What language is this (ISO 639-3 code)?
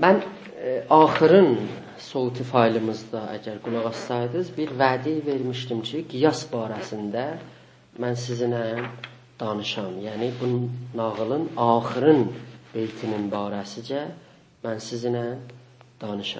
azb